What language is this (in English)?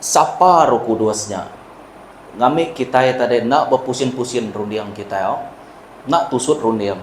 Iban